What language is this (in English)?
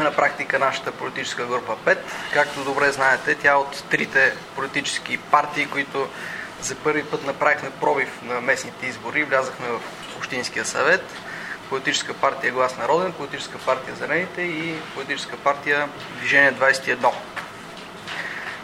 Bulgarian